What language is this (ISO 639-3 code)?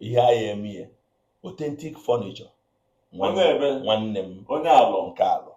ibo